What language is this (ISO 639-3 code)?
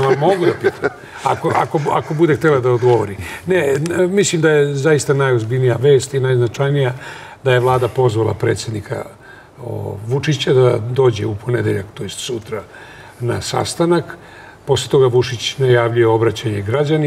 srp